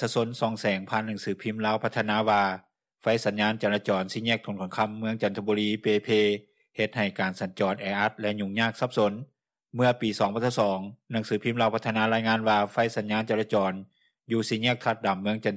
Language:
Lao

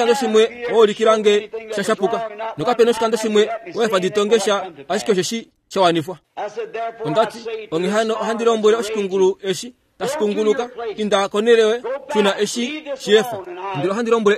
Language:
Kuanyama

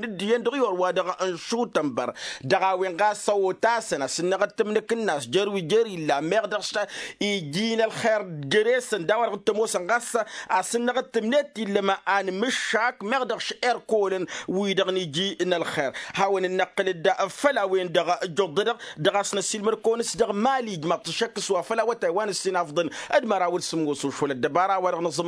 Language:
Tamasheq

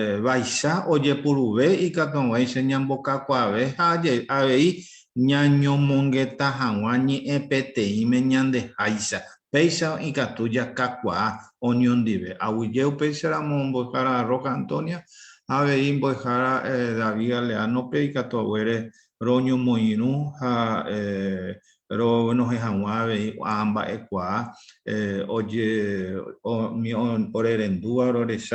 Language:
Guarani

